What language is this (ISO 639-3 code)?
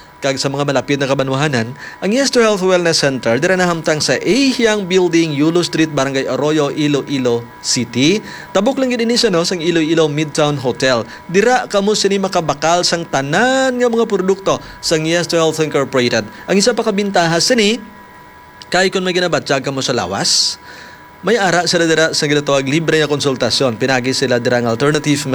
hil